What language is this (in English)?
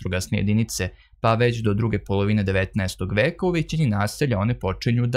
Serbian